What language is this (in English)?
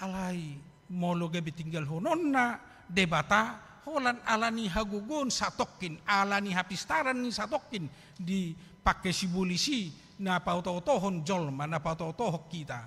Batak Toba